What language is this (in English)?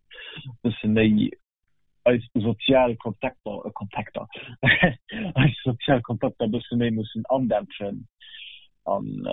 Luxembourgish